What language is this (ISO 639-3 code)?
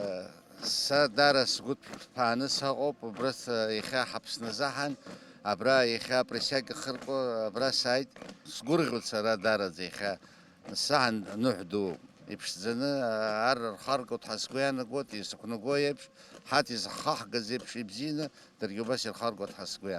abk